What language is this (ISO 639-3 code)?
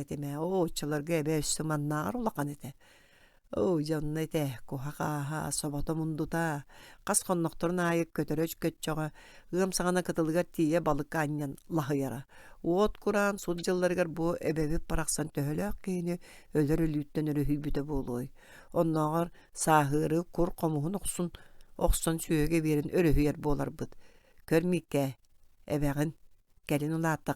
sah